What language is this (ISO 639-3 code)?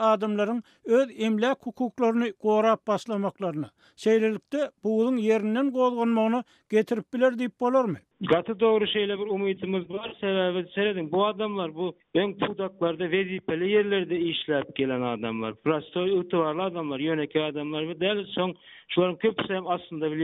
tuk